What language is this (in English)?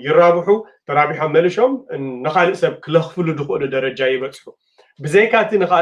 Tigrinya